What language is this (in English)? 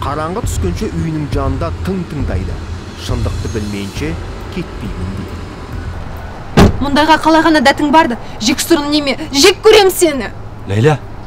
Kazakh